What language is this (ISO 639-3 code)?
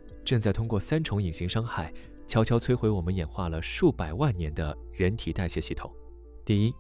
zho